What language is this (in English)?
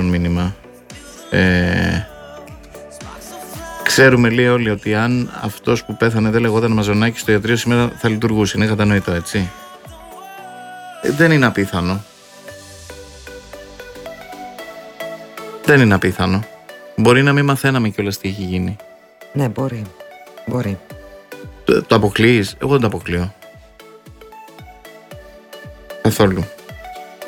Greek